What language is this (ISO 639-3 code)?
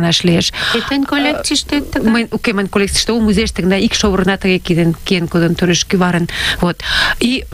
chm